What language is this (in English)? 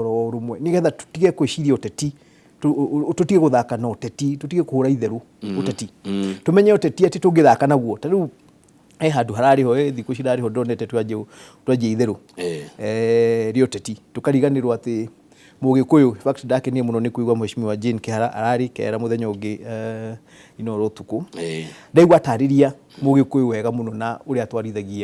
Kikuyu